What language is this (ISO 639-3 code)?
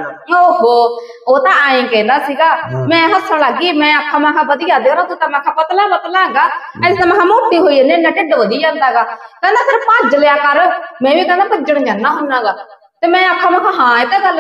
pan